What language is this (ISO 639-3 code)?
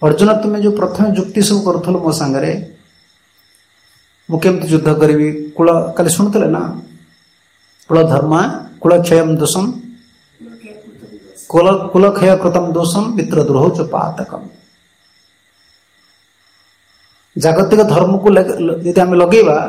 ori